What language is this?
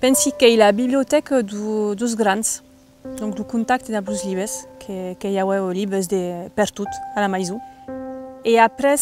Occitan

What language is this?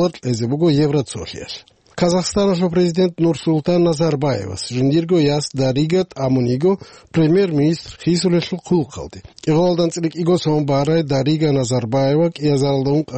Avaric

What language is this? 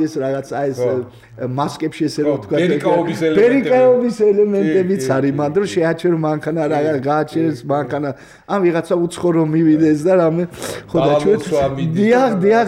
Georgian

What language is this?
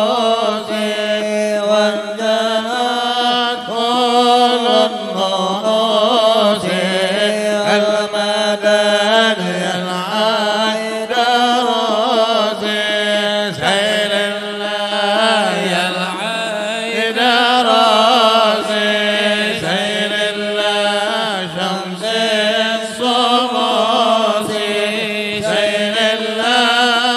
Arabic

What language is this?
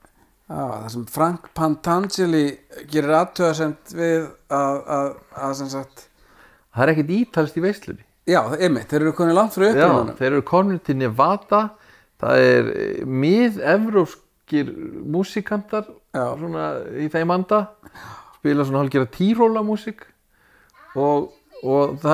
Icelandic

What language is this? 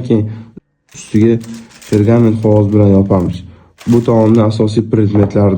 Uzbek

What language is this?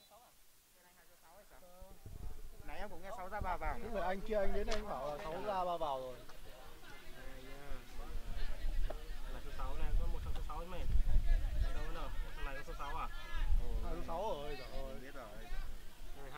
Vietnamese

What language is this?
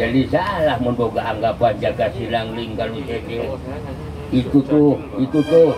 Sundanese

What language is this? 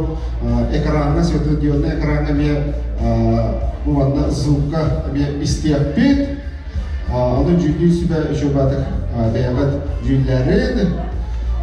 Yakut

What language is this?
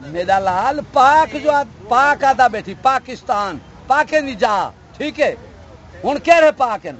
Saraiki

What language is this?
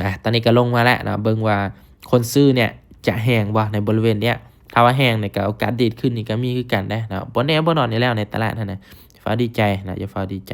Lao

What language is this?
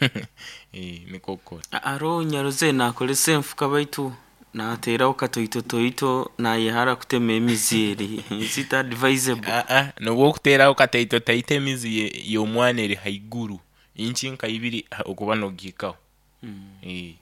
Nyoro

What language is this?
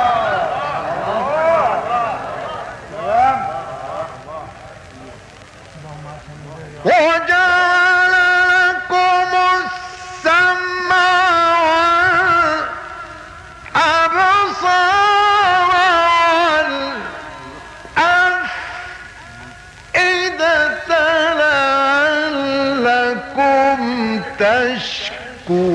Arabic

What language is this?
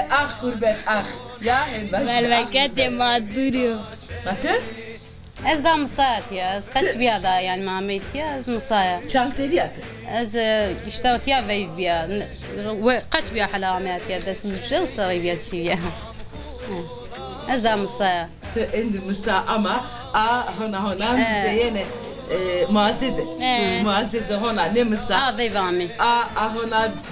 Zaza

